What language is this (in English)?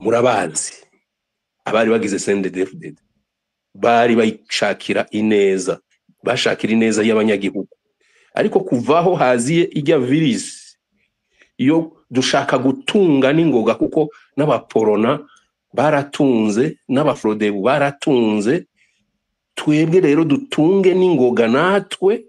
Rundi